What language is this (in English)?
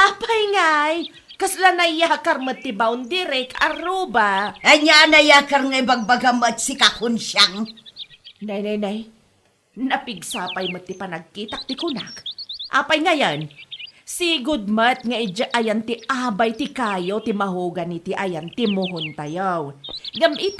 Iloko